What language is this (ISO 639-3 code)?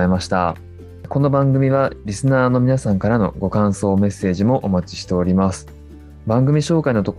jpn